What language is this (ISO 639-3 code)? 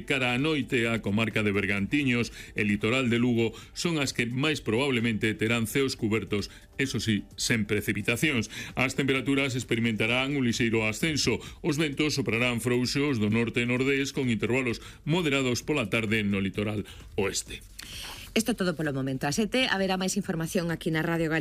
glg